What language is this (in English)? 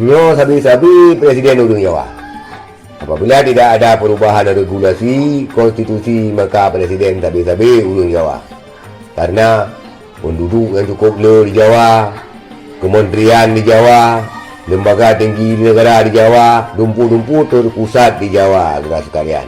Achinese